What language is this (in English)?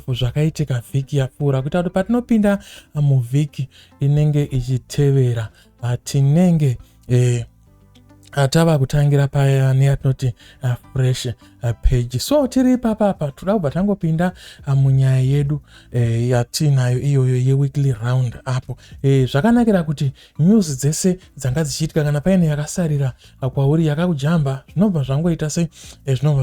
Shona